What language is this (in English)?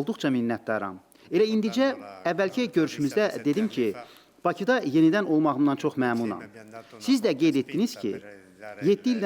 Azerbaijani